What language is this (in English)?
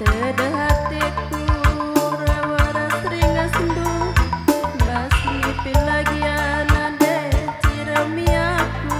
Batak Karo